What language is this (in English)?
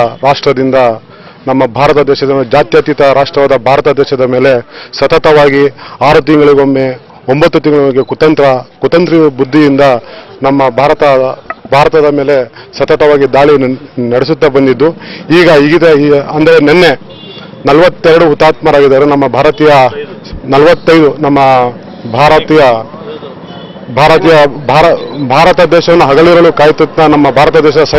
Kannada